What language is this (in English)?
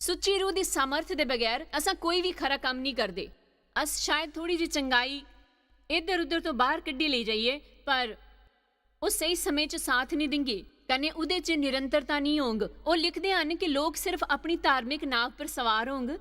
Dogri